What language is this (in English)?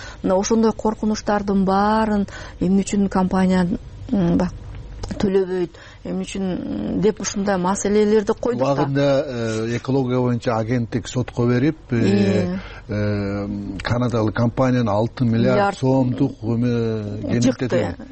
Kyrgyz